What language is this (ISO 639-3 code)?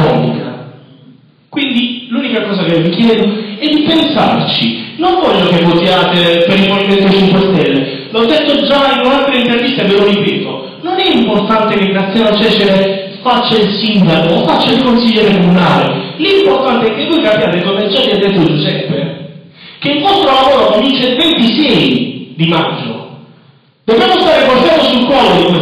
ita